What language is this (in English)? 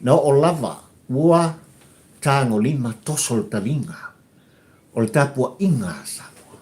Samoan